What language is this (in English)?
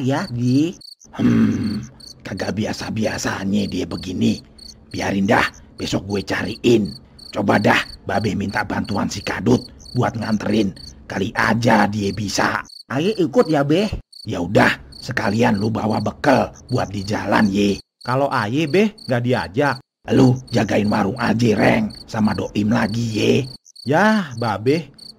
Betawi